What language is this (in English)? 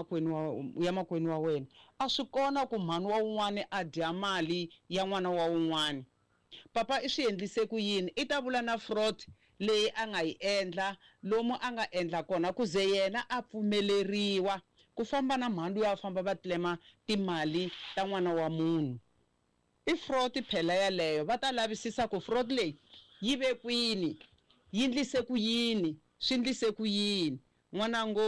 Tsonga